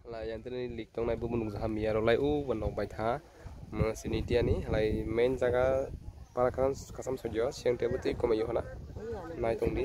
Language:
Kok Borok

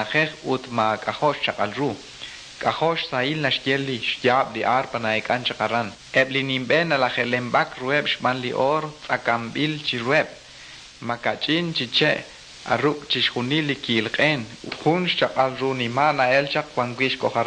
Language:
Kekchí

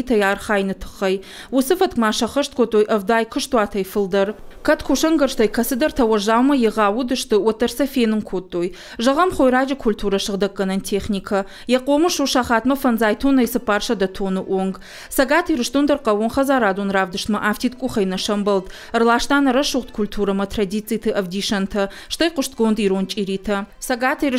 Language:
Ossetic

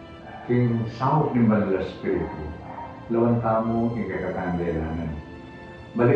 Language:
Pampanga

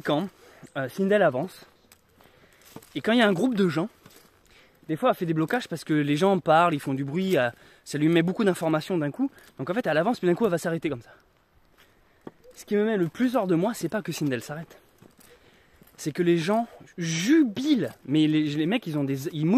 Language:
French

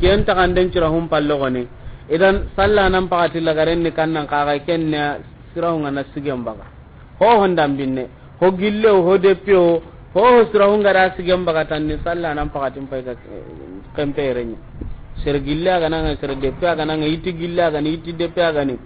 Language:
Soninke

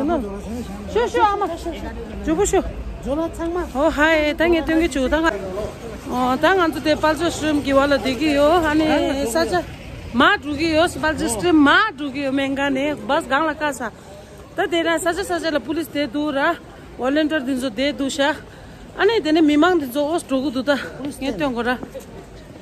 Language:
Tibetan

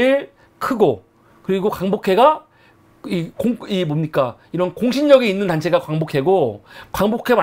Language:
Korean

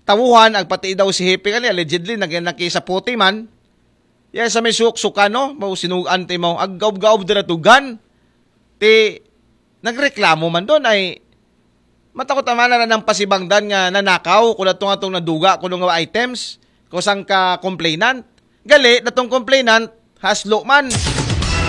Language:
Aklanon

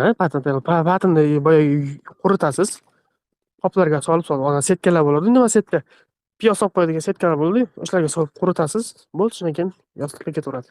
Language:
Uzbek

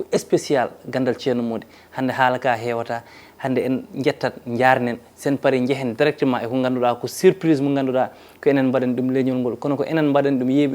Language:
Fula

